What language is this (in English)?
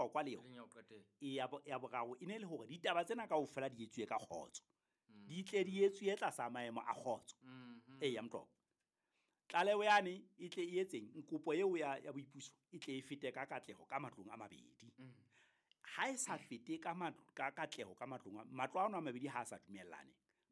Southern Sotho